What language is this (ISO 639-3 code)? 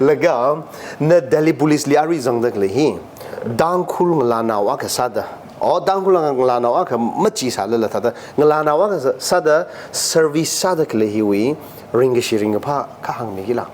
nmf